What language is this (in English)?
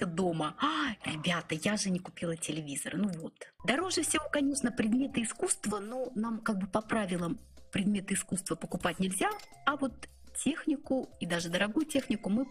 Russian